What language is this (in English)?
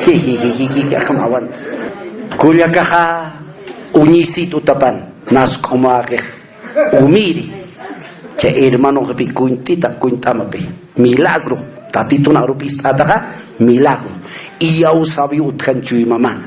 Aymara